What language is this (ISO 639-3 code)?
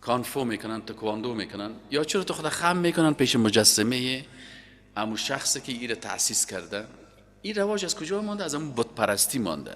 fas